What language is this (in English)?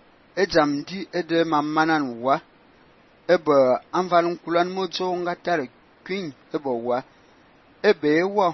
Fang